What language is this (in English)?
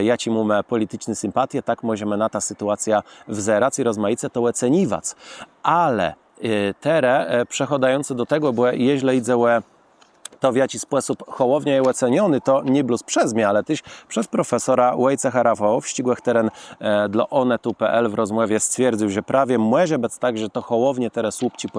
Kashubian